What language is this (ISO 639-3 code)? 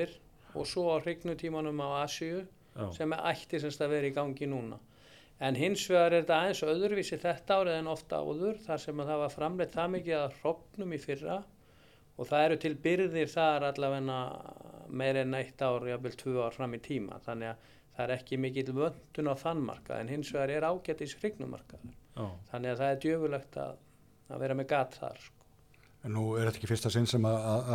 isl